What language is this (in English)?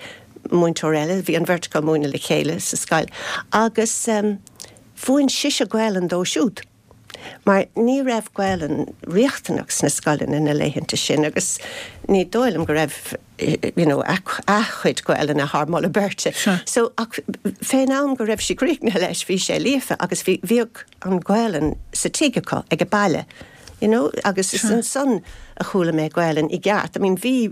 Irish